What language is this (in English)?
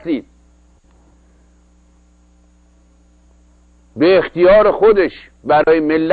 Persian